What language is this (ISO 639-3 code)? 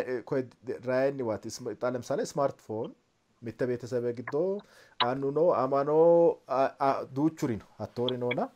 sid